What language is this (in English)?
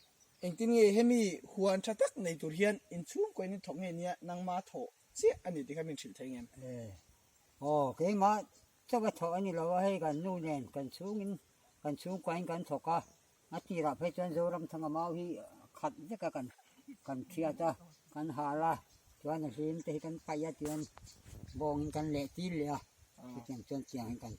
Mizo